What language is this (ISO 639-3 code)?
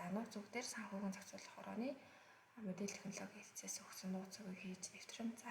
mon